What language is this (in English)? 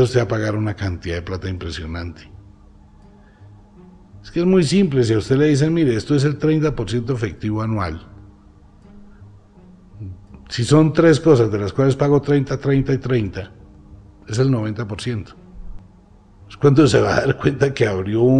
Spanish